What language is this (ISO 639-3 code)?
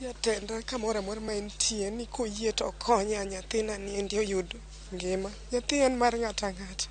luo